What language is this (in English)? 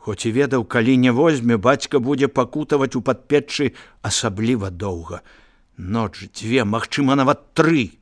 Belarusian